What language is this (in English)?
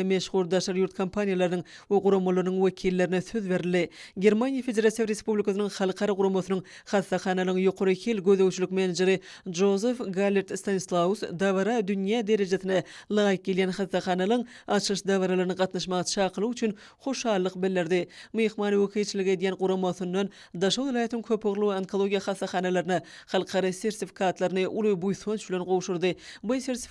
Turkmen